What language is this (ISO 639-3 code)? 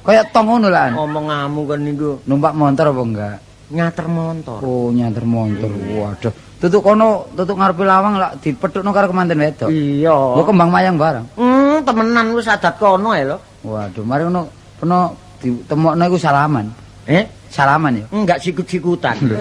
jav